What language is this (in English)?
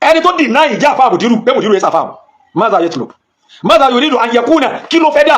Yoruba